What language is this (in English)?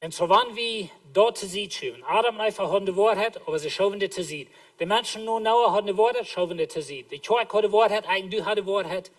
Plautdietsch